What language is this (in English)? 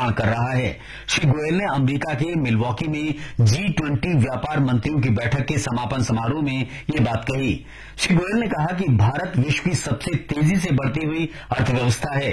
Hindi